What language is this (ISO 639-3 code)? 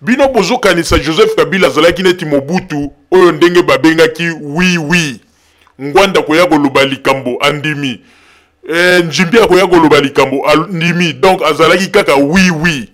lin